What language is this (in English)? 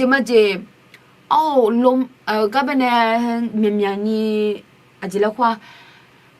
Akha